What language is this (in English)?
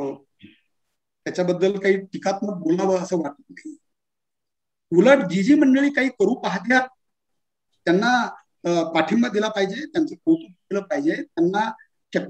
Marathi